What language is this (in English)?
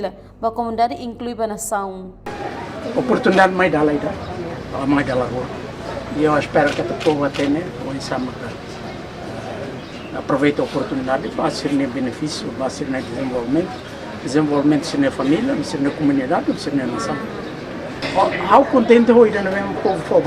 Tetum